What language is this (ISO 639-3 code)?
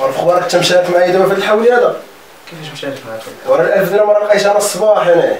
ary